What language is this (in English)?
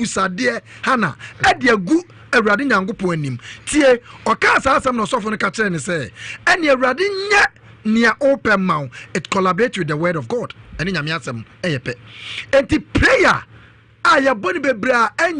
Akan